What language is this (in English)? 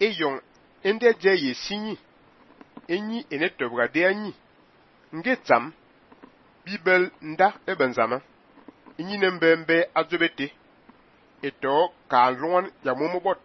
Fang